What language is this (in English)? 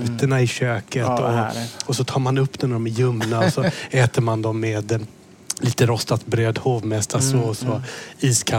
Swedish